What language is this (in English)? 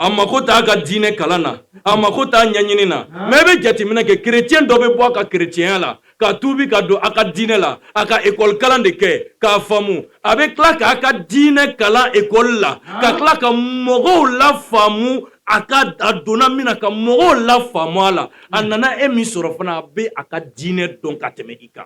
Bambara